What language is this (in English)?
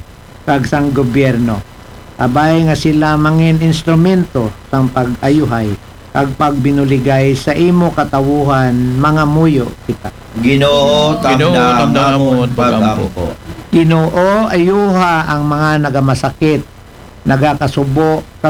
Aklanon